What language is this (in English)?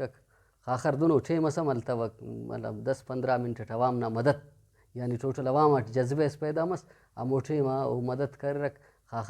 Brahui